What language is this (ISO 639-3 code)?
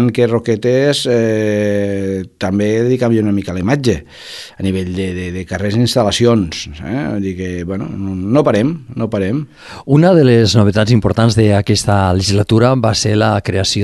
cat